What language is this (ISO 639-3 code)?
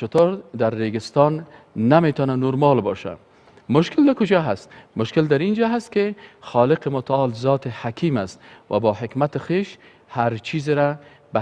fas